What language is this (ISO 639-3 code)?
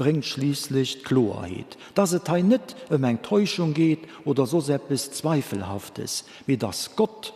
ltz